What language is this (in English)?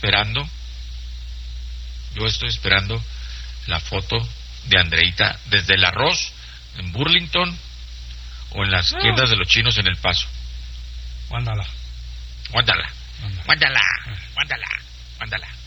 Spanish